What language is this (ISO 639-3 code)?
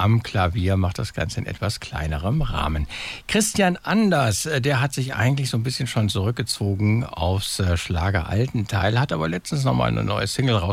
deu